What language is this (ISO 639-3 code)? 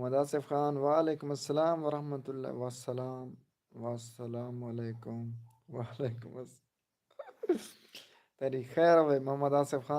skr